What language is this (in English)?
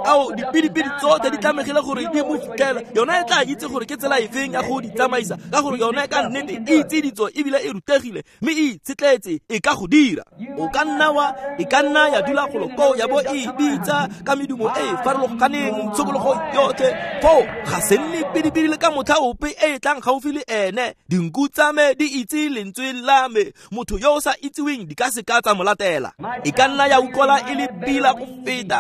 Tswana